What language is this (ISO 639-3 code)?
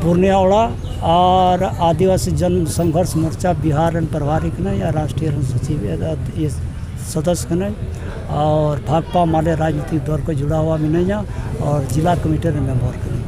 sat